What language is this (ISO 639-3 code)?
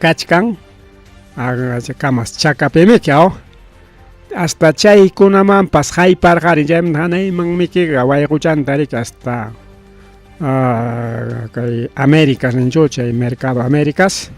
quy